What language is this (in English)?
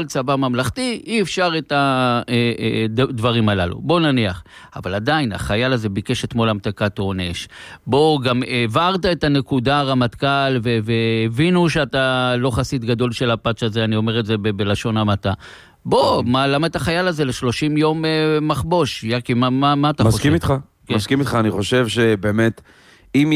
Hebrew